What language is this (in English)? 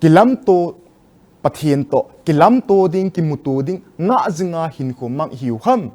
Thado Chin